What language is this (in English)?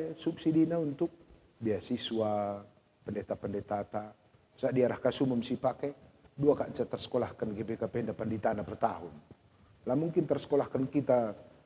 Batak Karo